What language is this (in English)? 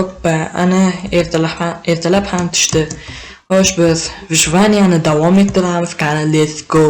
Uzbek